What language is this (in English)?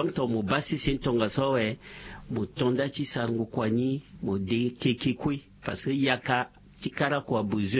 Sango